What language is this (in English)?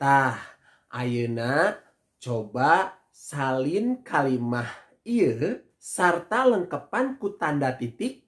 Sundanese